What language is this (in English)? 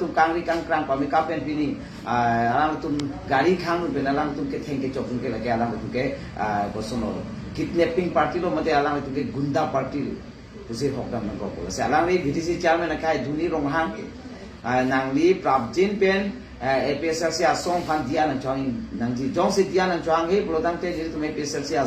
Karbi